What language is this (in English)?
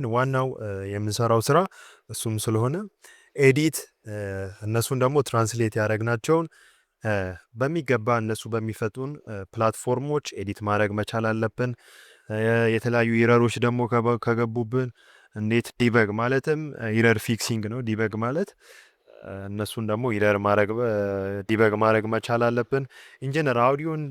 Amharic